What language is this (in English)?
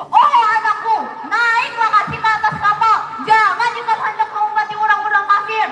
Banjar